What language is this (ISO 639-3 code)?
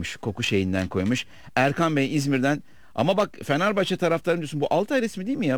tur